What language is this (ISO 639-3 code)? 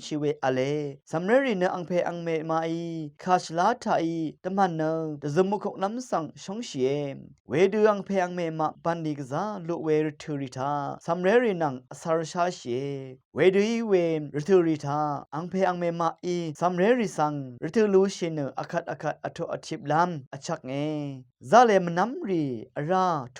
raw